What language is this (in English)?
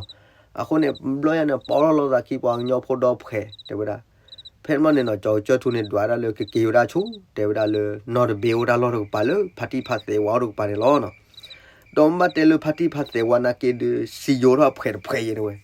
S'gaw Karen